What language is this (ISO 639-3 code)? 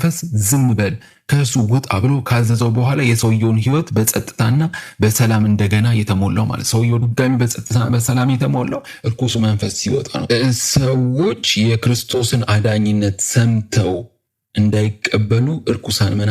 amh